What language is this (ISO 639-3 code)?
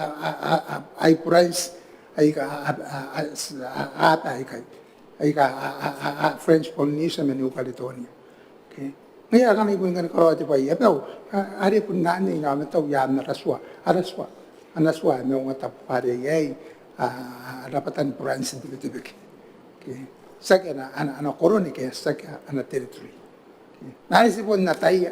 gil